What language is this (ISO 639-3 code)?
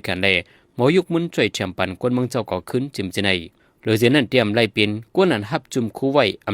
shn